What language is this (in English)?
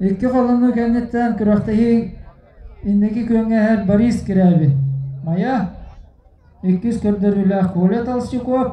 Yakut